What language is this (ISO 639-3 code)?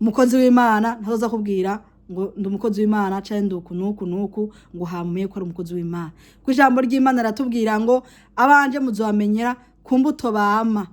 run